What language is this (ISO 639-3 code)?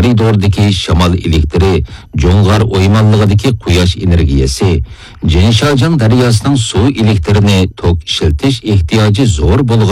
uig